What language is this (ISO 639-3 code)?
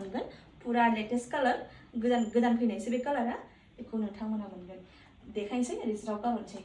brx